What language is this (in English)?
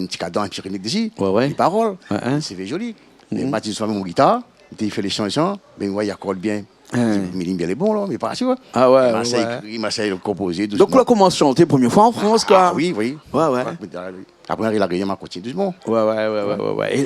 Réunion Creole French